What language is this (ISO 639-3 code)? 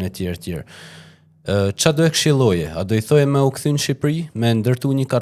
sqi